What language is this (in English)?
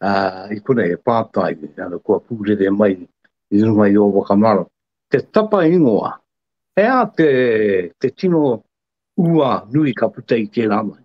Māori